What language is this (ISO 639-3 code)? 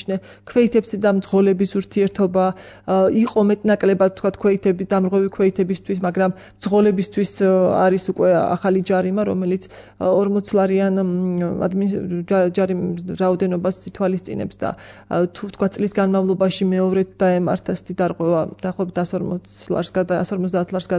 kat